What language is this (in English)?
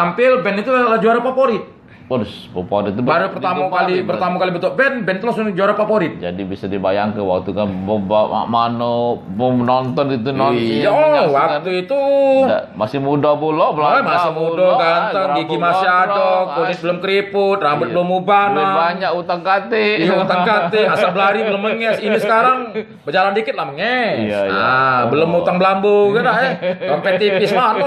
Musi